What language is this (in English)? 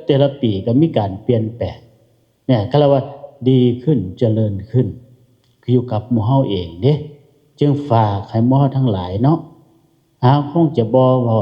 Lao